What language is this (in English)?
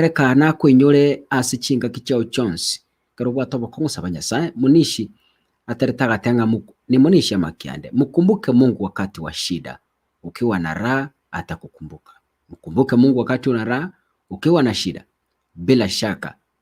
Gusii